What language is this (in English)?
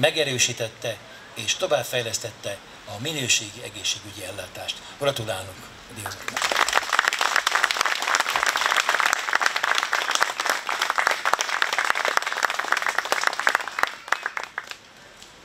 Hungarian